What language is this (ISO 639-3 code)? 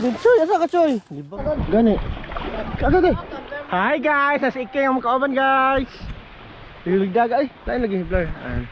ceb